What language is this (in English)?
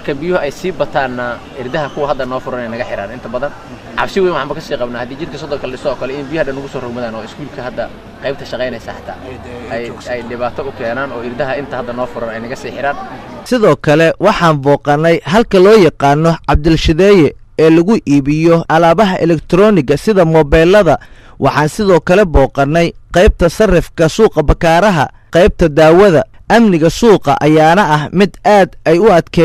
Somali